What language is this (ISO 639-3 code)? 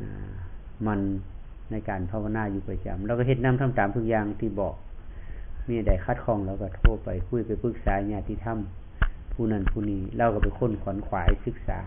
tts